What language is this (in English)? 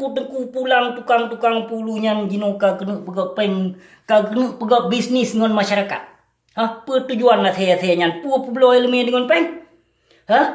Achinese